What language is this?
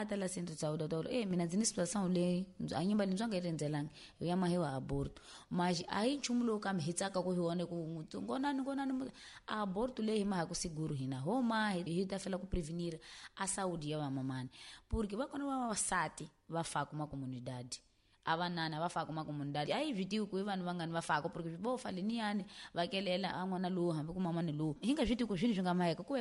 Tsonga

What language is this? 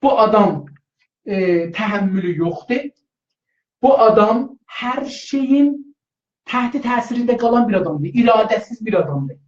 South Azerbaijani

